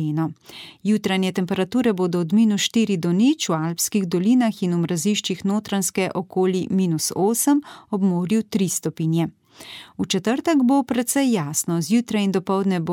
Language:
Slovenian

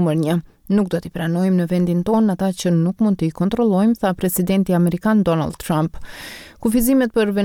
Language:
Albanian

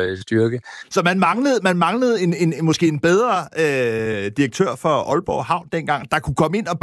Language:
Danish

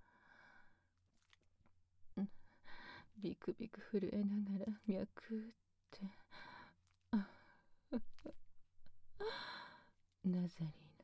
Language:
Japanese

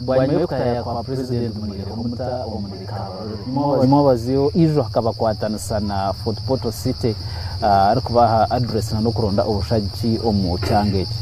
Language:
Nyankole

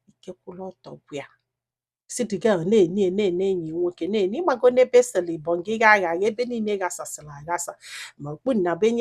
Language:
Igbo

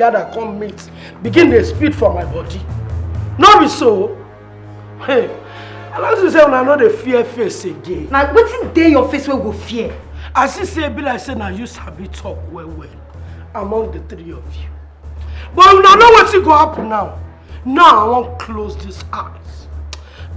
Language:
Nigerian Pidgin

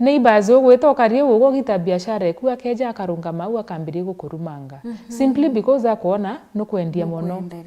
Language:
Meru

